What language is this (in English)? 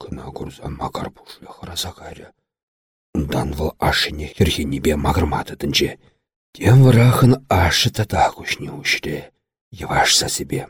Chuvash